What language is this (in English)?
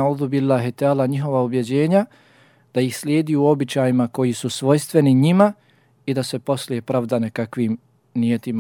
Bosnian